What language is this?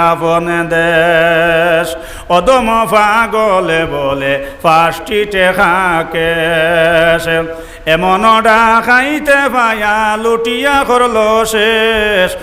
Sylheti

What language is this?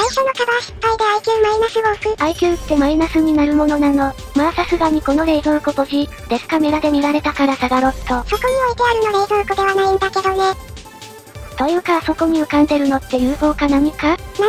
Japanese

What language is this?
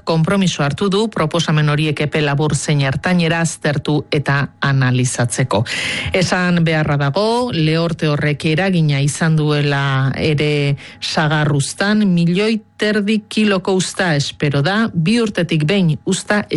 Basque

